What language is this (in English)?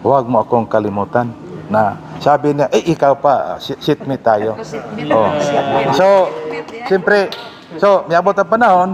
Cebuano